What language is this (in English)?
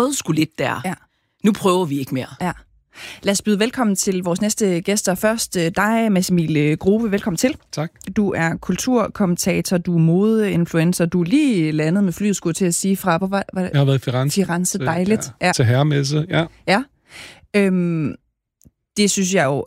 Danish